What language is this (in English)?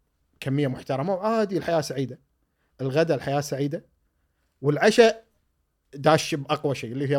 Gulf Arabic